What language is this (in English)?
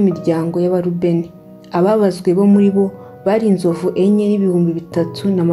Kinyarwanda